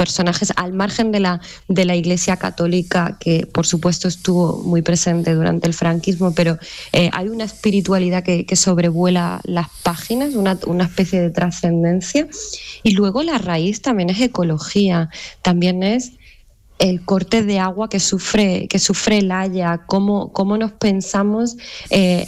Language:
Spanish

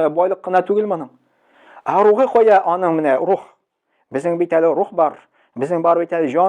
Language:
Tatar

